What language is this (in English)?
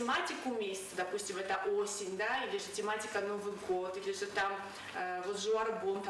Ossetic